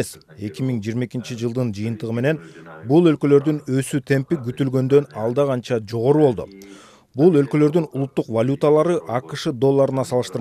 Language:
Kyrgyz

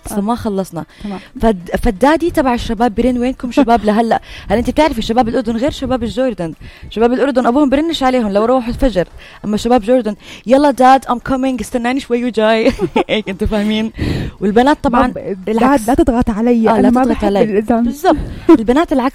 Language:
North Levantine Arabic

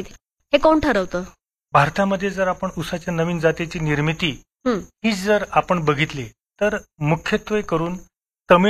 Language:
Marathi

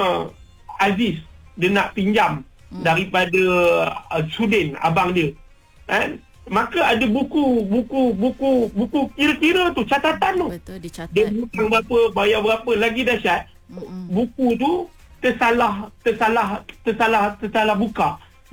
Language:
Malay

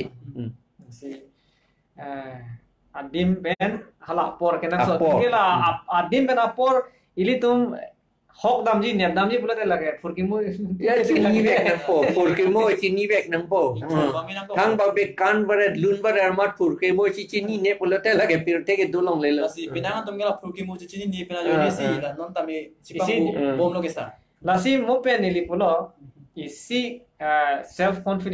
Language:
Karbi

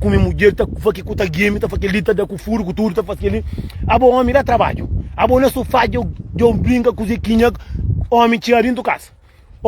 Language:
Kabuverdianu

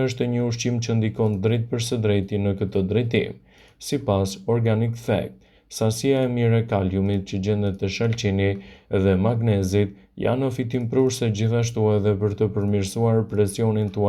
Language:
Albanian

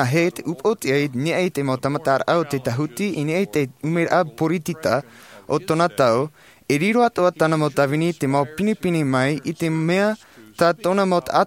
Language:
Tahitian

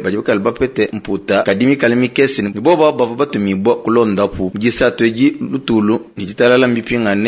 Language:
Luba-Lulua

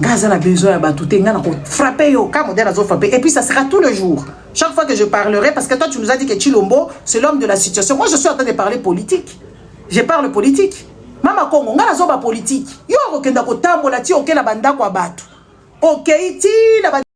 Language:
Lingala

